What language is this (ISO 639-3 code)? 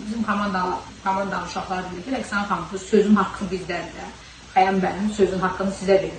aze